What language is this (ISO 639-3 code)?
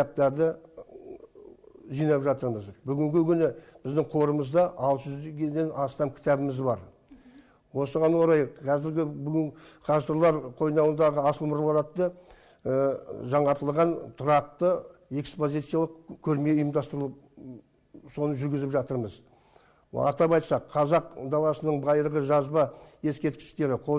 kaz